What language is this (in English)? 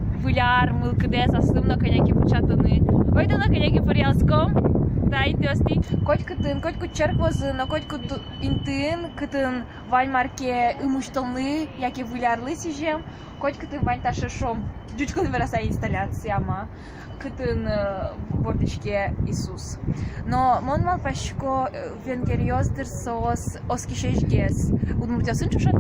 Udmurt